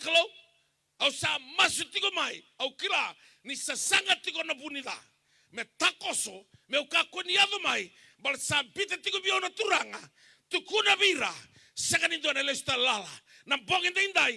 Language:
Fijian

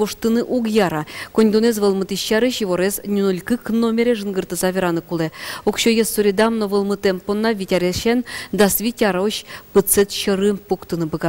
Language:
Udmurt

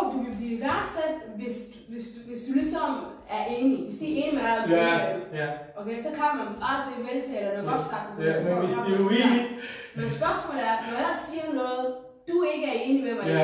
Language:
Danish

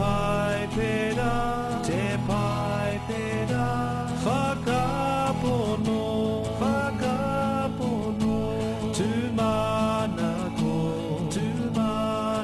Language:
Māori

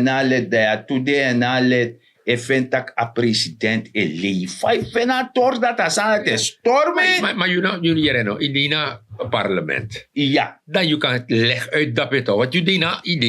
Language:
Sranan Tongo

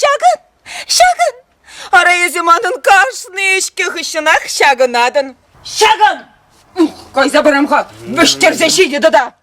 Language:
Chuvash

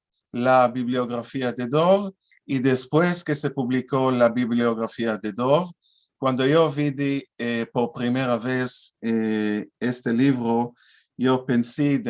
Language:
Ladino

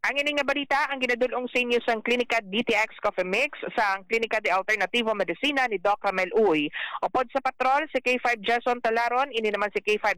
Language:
Hiligaynon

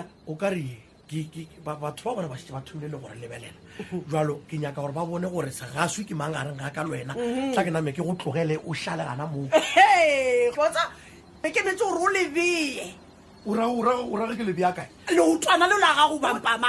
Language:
Northern Sotho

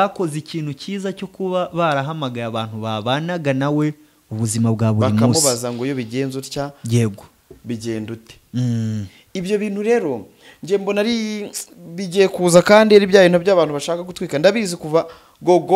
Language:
Kinyarwanda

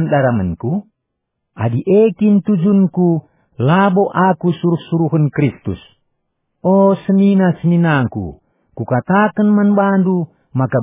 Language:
Batak Karo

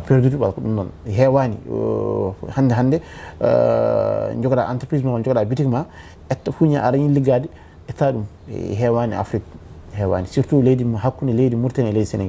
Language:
Fula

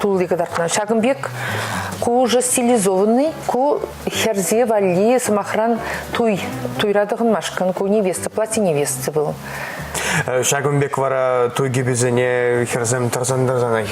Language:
Chuvash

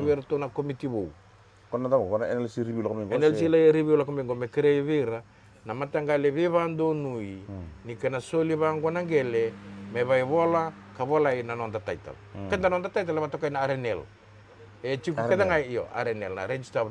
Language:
Fijian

